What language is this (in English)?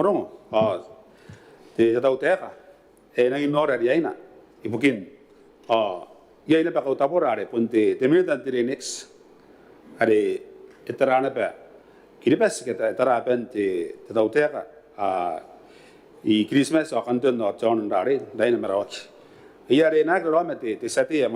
Gilbertese